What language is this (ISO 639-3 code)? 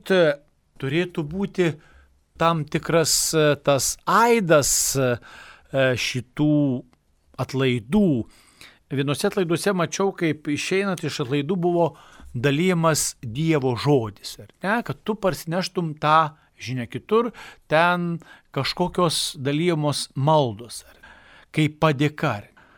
lit